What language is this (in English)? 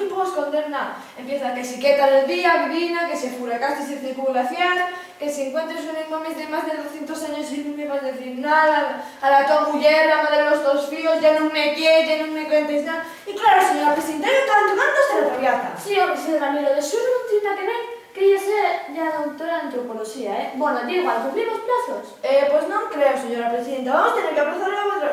Asturian